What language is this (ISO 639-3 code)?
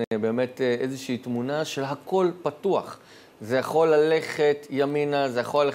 heb